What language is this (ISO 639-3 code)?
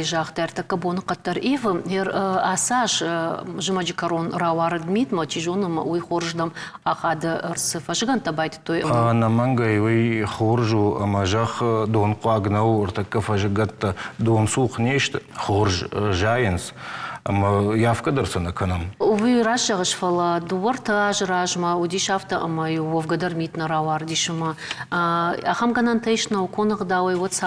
oss